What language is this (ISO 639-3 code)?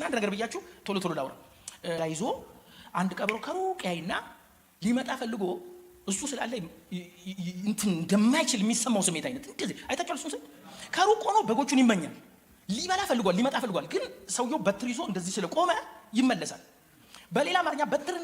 amh